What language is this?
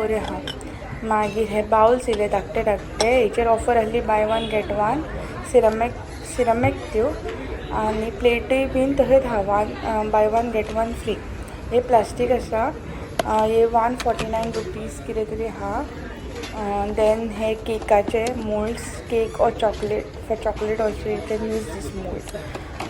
Konkani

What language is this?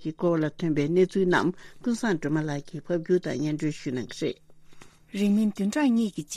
Tibetan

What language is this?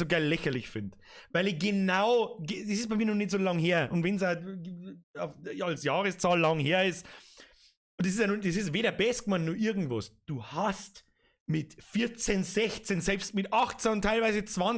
Bavarian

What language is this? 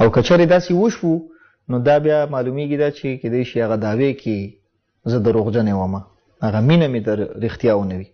Pashto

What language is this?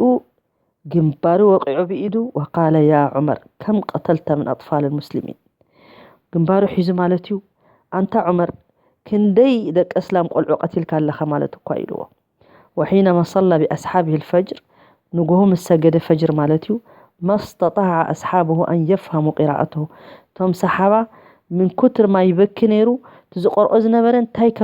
Tigrinya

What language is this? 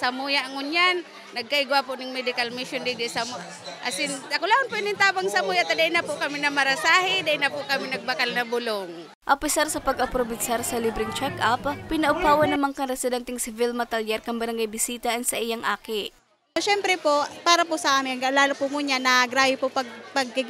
Bikol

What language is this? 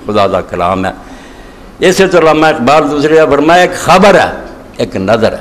Urdu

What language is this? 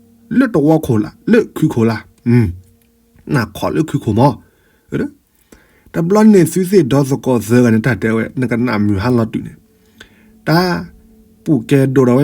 S'gaw Karen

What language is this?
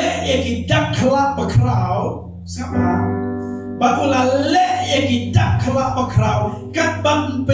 Khasi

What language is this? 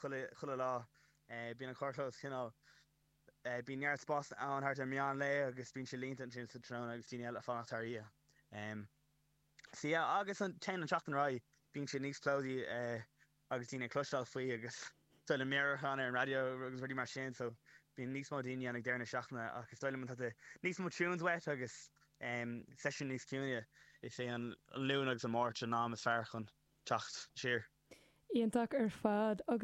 Irish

